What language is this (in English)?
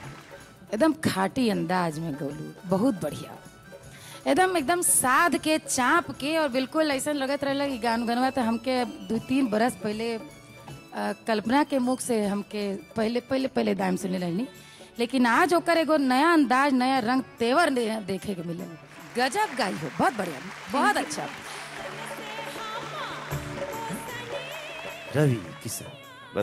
Bhojpuri